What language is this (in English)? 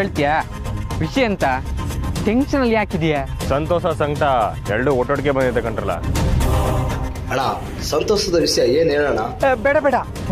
Kannada